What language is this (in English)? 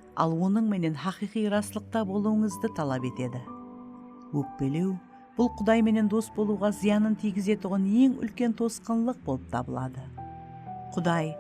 Kara-Kalpak